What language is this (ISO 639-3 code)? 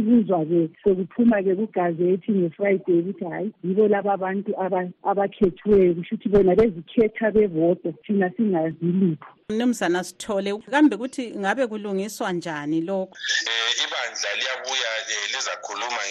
nde